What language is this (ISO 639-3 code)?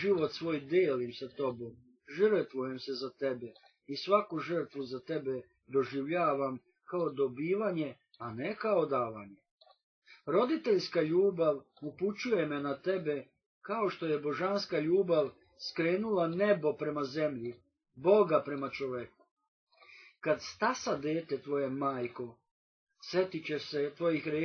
srp